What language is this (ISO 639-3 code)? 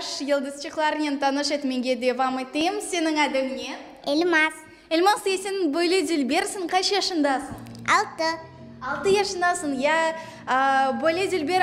crh